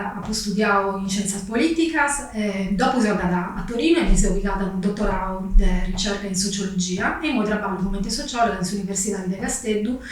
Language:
Sardinian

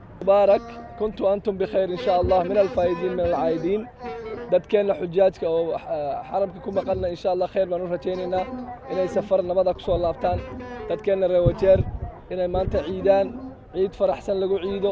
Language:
Somali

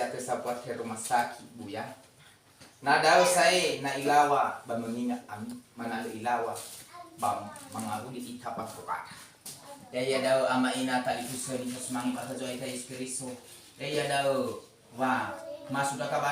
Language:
Nias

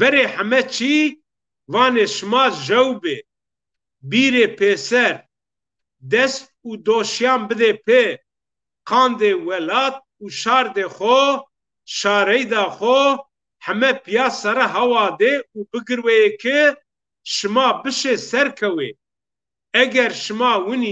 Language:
Zaza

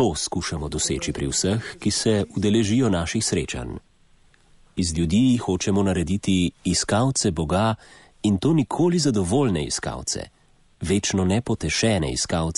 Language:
Slovenian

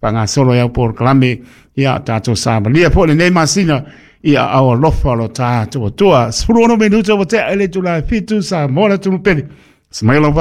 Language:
Samoan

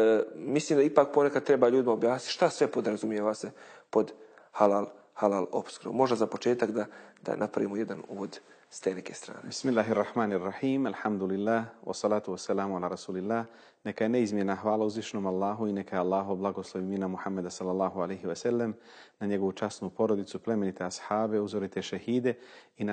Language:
Bosnian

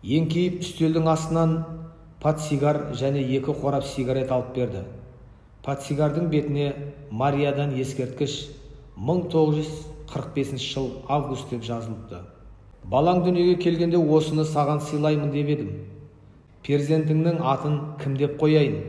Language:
Kazakh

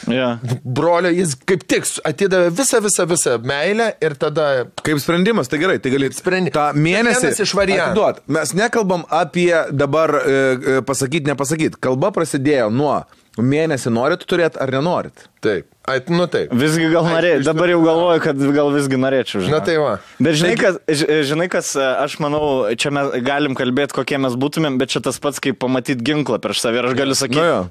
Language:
Lithuanian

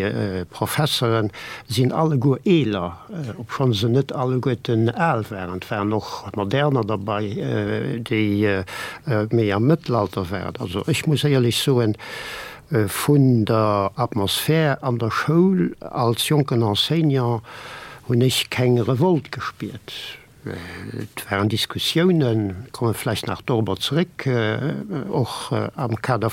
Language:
Luxembourgish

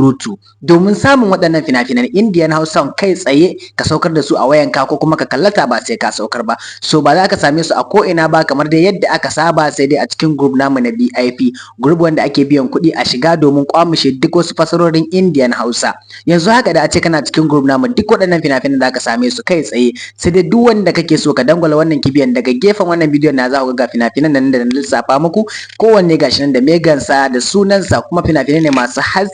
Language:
Hausa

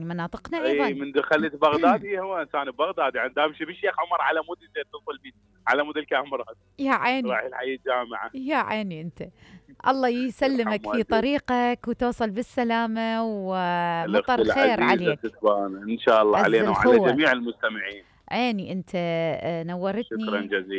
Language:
Mesopotamian Arabic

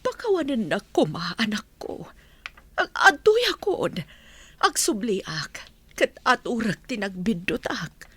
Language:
Iloko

